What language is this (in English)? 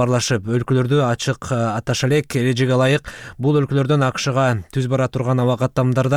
Kyrgyz